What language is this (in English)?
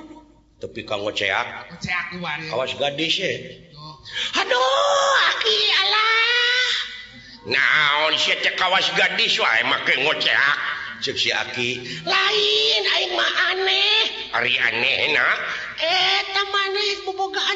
Sundanese